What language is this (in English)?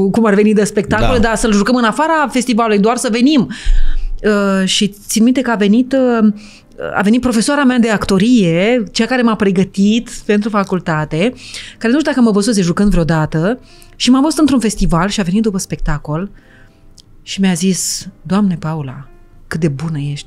Romanian